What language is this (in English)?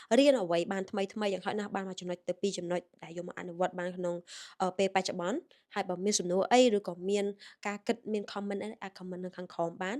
Khmer